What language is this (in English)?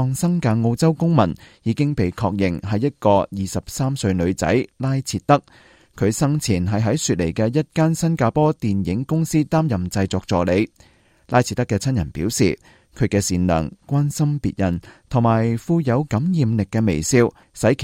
Cantonese